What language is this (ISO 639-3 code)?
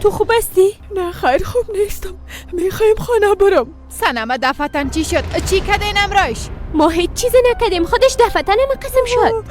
fas